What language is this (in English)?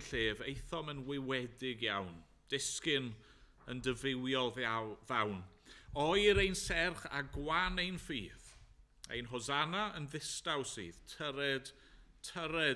Welsh